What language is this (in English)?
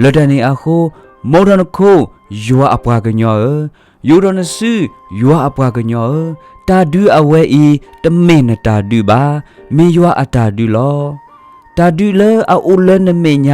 S'gaw Karen